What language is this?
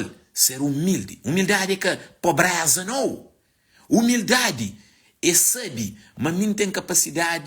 Kabuverdianu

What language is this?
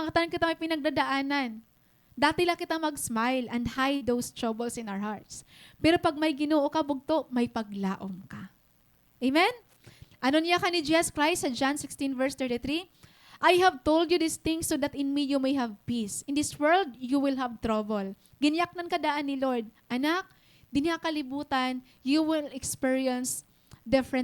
Waray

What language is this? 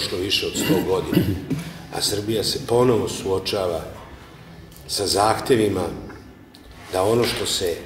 Serbian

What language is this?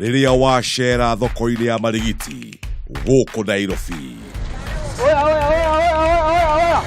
Kikuyu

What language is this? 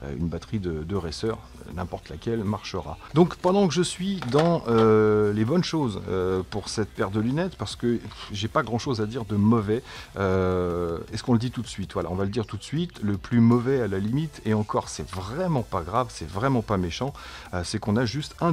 French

